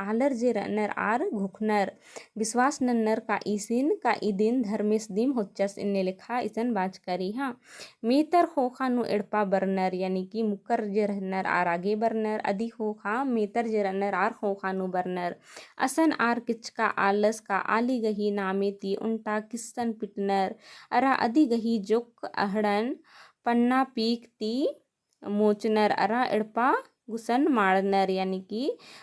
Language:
Kurukh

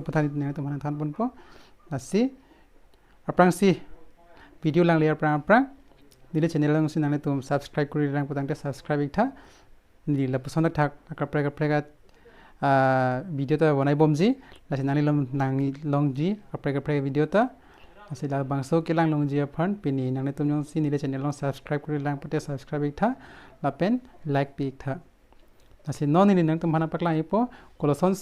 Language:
Karbi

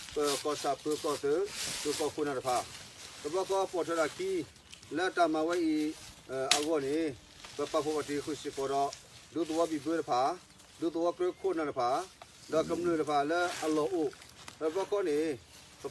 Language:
S'gaw Karen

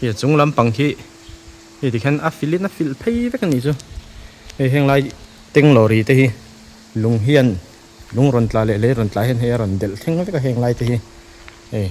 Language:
Mizo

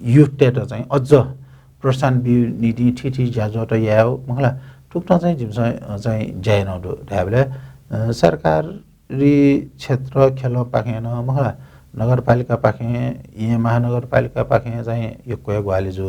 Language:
Newari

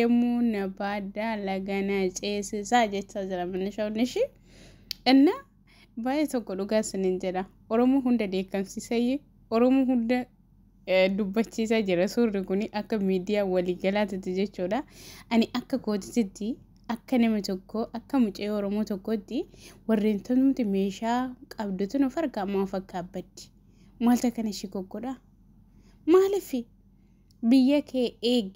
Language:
Oromo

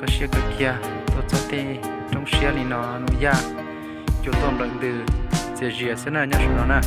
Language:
Hmong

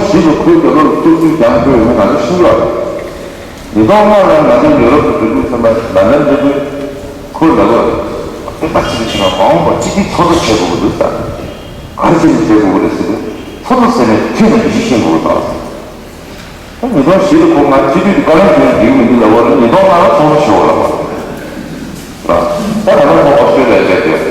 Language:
Tibetan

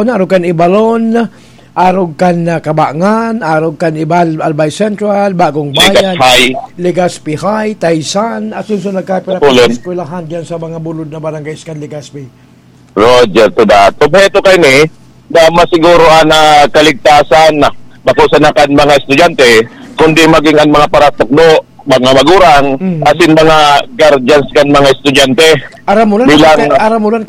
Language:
Bikol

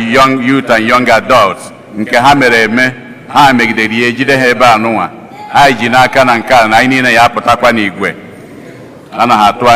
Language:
Igbo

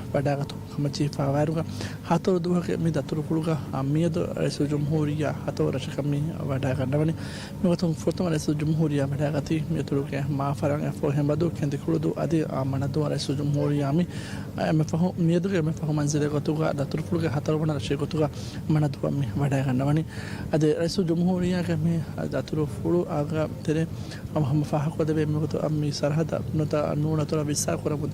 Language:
Divehi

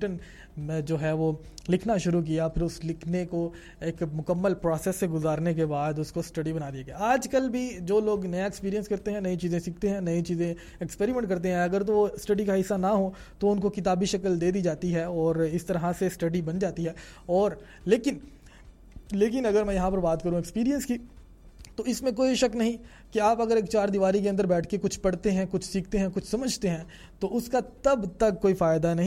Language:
Urdu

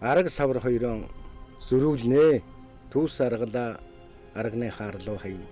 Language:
Mongolian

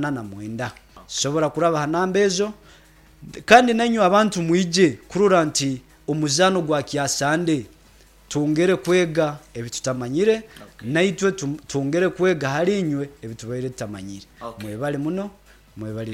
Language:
Nyoro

